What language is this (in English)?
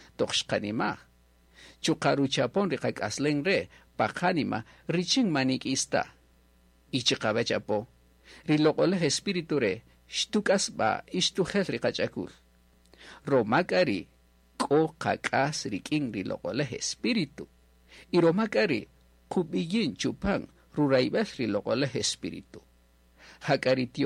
Kaqchikel